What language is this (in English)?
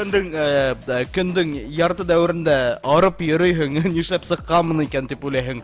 Bashkir